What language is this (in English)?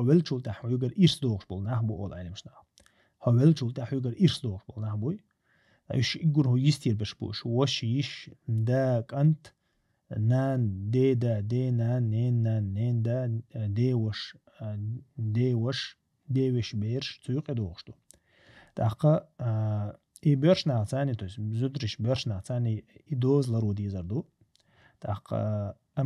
Chechen